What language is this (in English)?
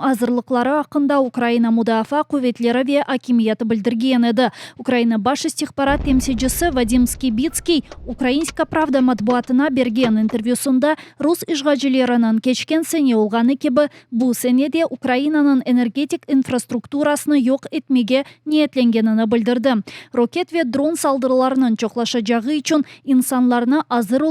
Crimean Tatar